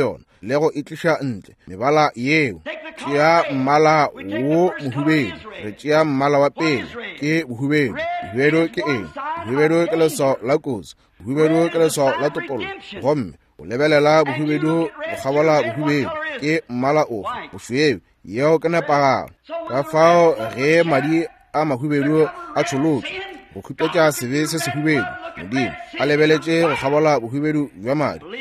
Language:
Northern Sotho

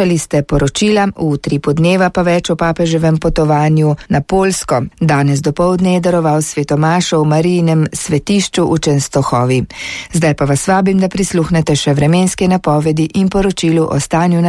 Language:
Slovenian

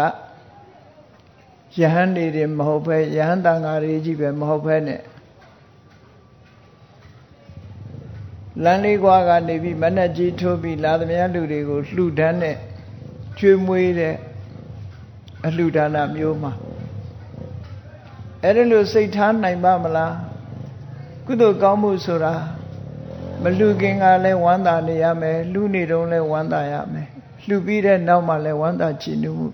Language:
Burmese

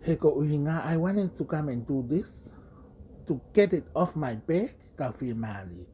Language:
Tongan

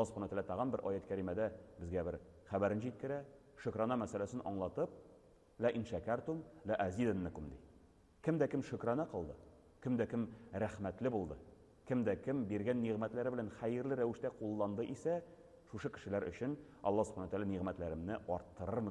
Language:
Tatar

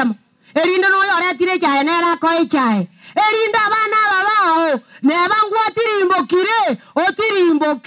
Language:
Gusii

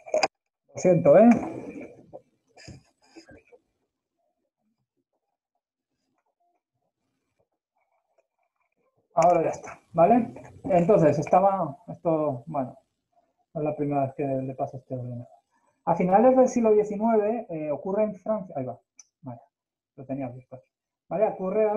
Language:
Spanish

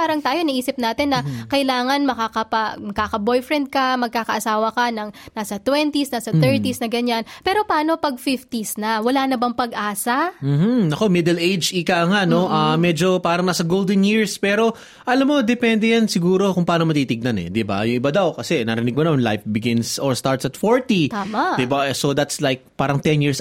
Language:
Filipino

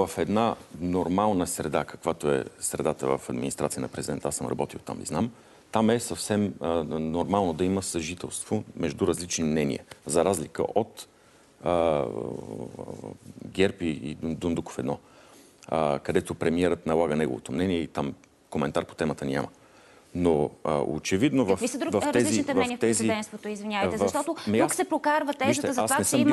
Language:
Bulgarian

